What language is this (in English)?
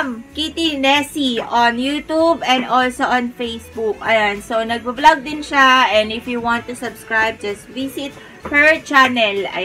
Filipino